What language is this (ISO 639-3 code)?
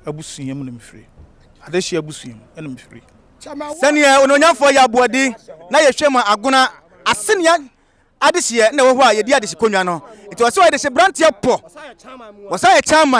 aka